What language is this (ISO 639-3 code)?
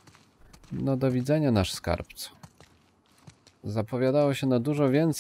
pol